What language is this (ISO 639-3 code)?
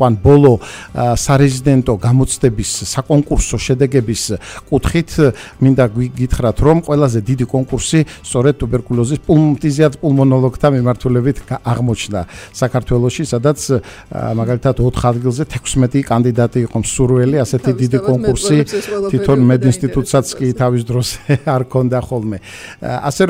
kat